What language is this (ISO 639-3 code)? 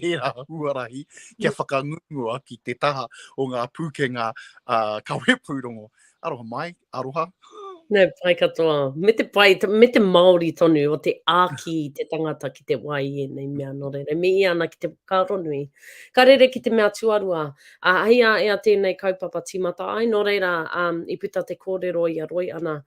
mri